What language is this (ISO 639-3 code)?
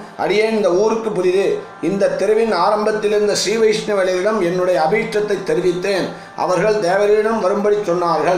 tam